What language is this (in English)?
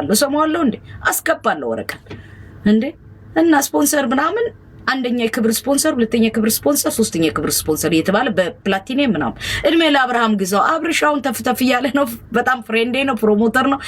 Amharic